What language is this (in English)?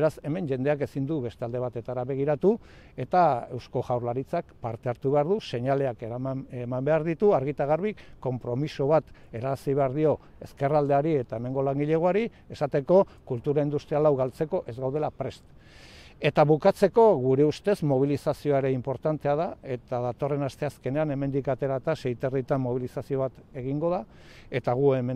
Basque